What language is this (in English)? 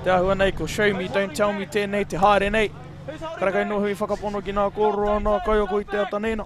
Māori